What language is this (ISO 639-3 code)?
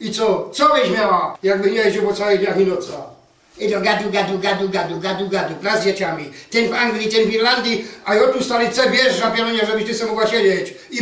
szl